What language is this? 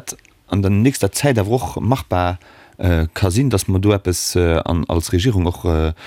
Luxembourgish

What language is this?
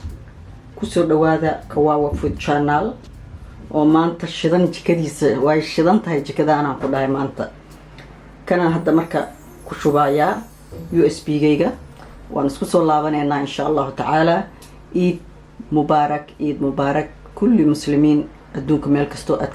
Somali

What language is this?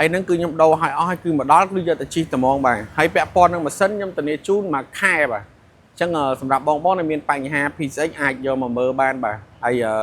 Khmer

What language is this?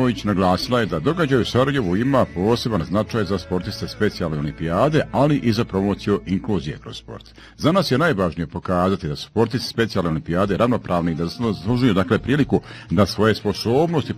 Bosnian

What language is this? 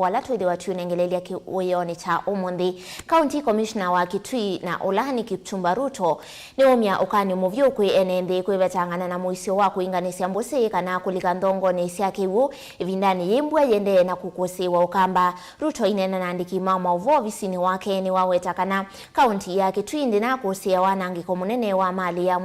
Kamba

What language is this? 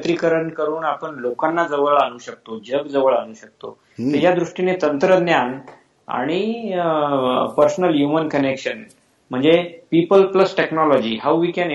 Marathi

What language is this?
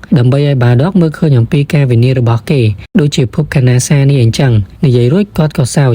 Khmer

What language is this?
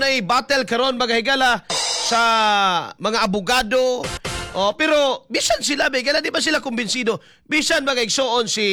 Cebuano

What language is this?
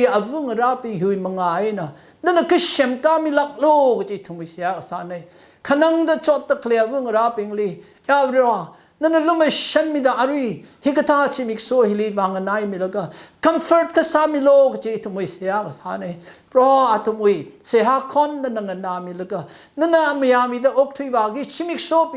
Tangkhul Naga (India)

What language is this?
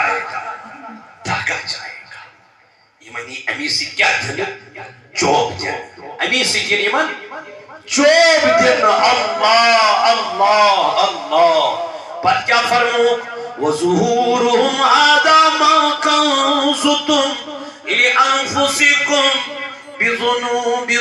Kashmiri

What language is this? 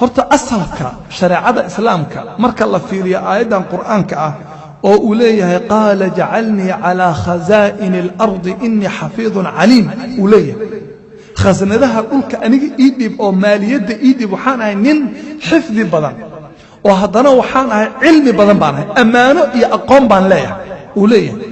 Somali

